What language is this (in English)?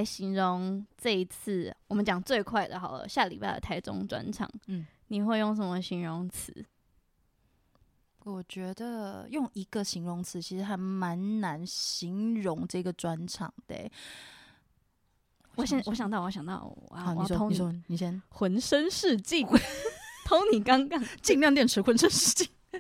Chinese